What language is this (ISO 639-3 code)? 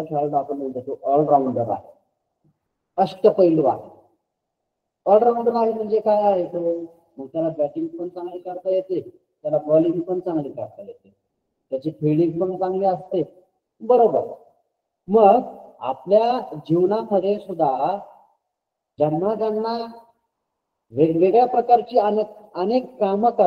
mar